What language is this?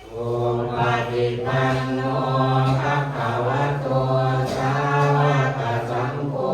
Pali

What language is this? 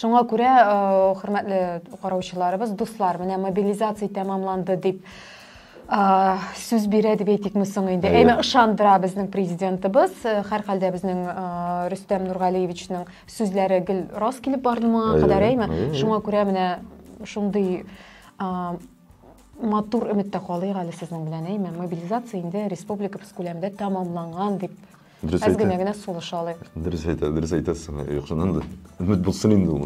Tatar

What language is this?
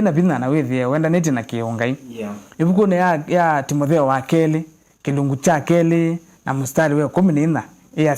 Kamba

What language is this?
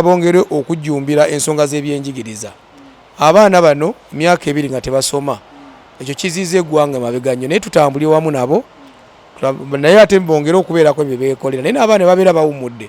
Ganda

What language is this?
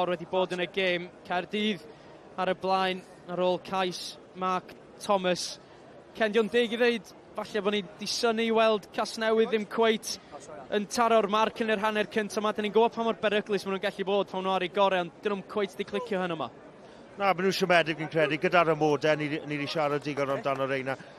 Welsh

